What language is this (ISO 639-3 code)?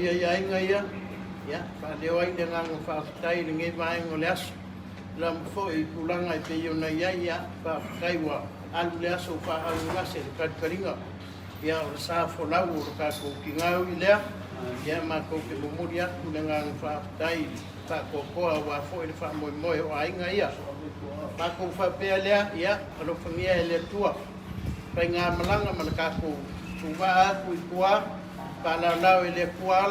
smo